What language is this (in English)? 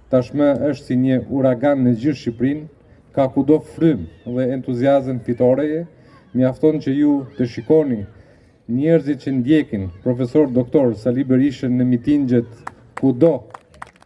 Albanian